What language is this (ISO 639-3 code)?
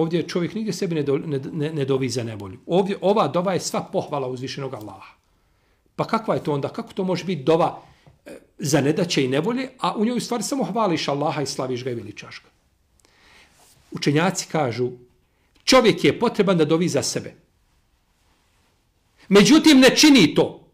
bos